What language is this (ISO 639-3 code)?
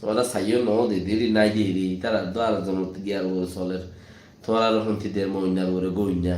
rhg